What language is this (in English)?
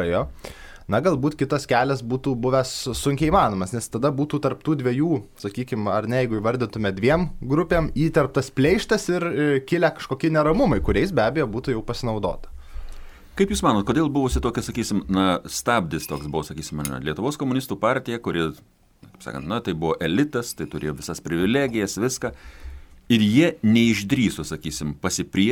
Lithuanian